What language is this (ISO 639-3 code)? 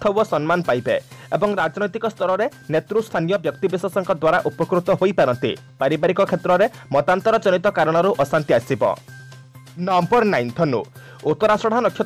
ori